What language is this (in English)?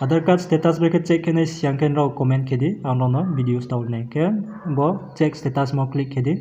Riang (India)